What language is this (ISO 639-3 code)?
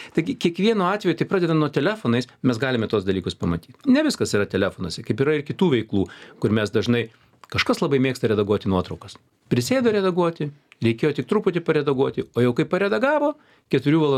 lit